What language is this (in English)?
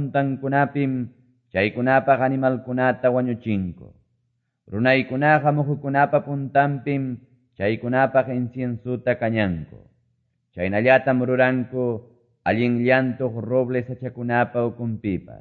Quechua